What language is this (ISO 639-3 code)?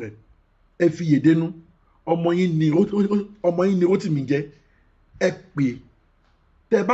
yor